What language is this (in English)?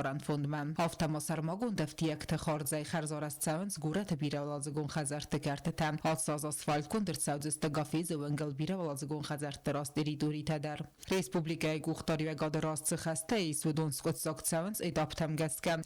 Ossetic